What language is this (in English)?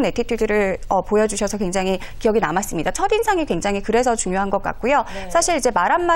Korean